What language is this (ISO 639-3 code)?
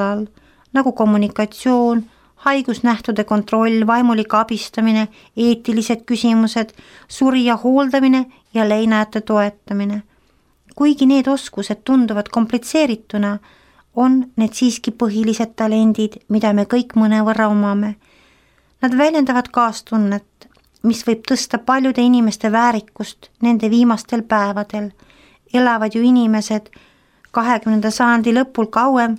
est